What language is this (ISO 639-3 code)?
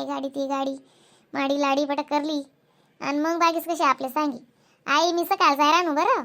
khn